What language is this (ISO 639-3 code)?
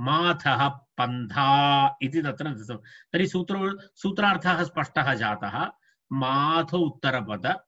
san